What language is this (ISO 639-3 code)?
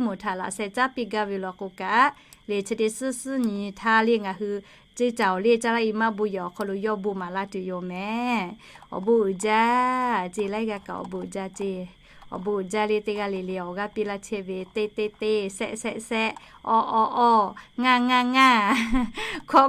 lhu